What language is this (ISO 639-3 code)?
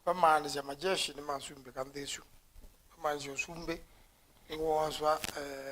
kam